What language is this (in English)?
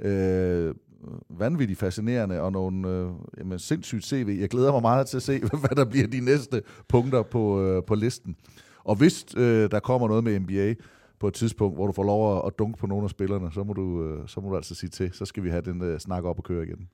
Danish